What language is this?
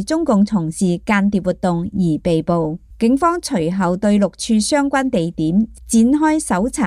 Cantonese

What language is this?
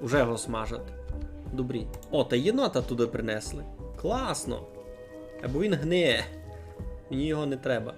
Rusyn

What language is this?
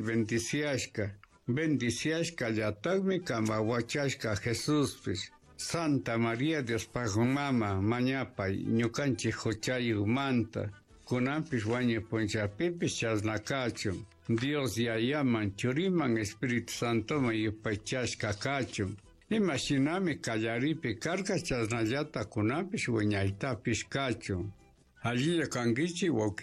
Chimborazo Highland Quichua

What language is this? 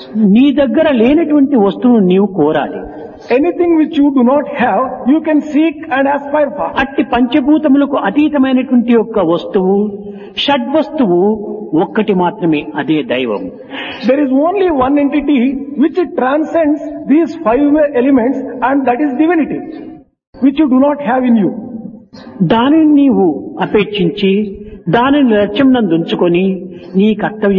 Telugu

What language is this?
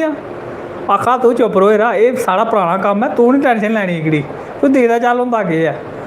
Dogri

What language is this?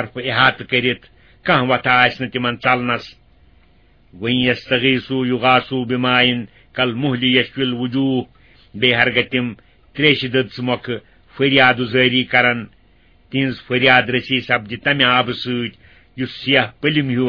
Kashmiri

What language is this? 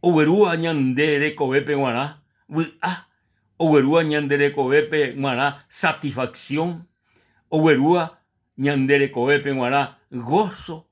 Guarani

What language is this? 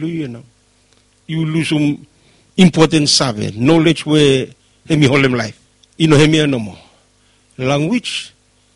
Bislama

